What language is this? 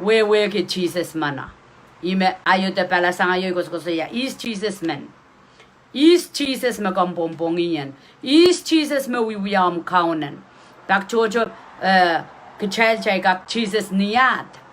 Pohnpeian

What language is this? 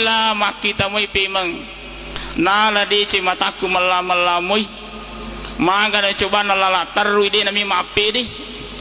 Buginese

